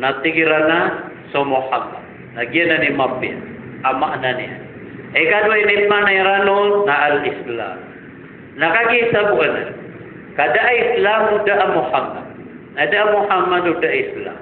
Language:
Maranao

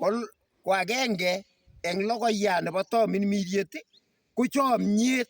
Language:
Kalenjin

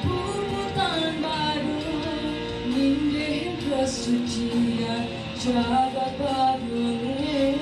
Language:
Balinese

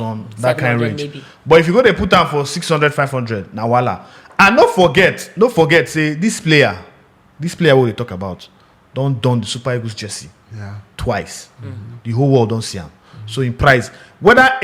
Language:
Nigerian Pidgin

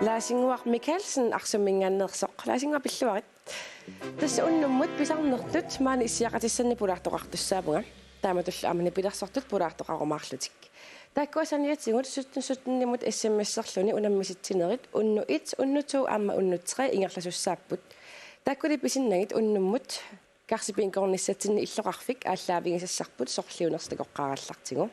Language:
Kalaallisut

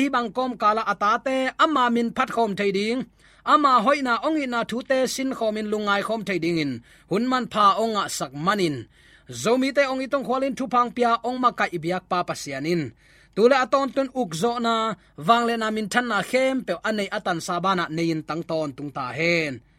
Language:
Tedim Chin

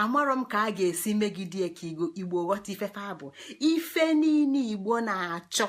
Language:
Igbo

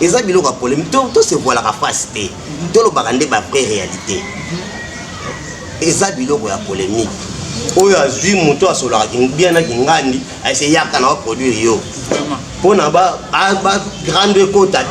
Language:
Lingala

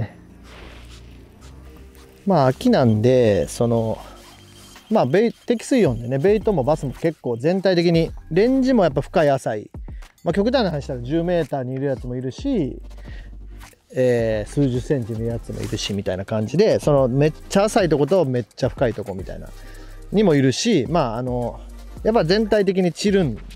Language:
Japanese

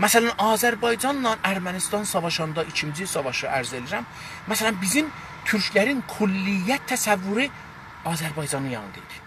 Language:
South Azerbaijani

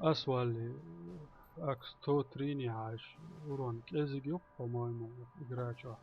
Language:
Chechen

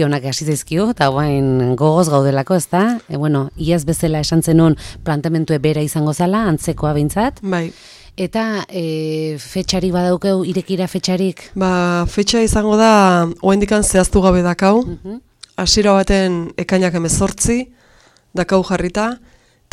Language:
Basque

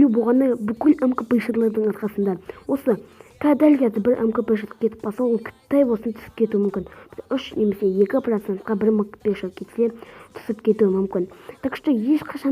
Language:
Kazakh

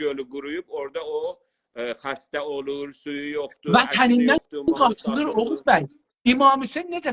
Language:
South Azerbaijani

